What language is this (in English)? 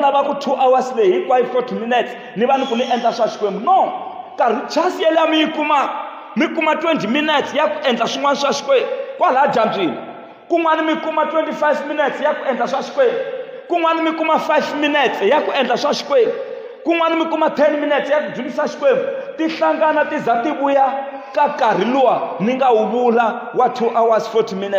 Tsonga